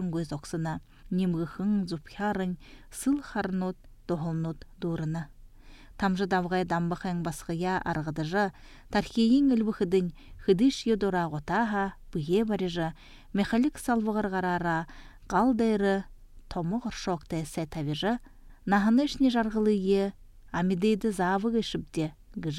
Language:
Buriat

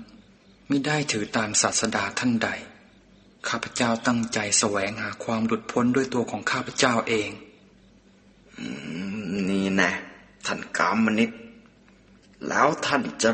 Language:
Thai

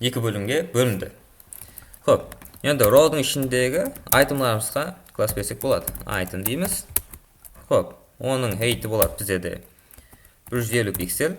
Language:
Kara-Kalpak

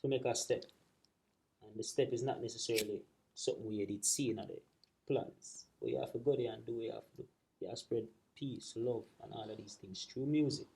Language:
Jamaican Creole English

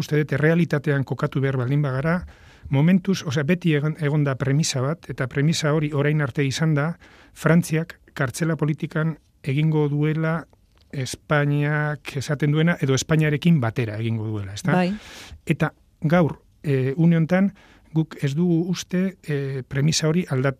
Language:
Basque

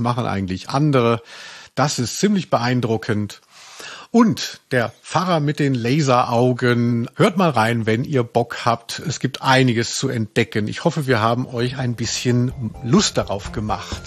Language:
German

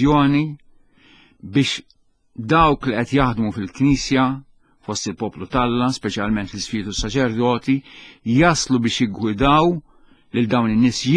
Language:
Maltese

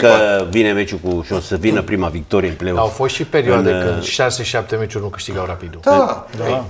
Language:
Romanian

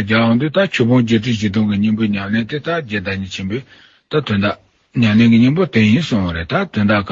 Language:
Tibetan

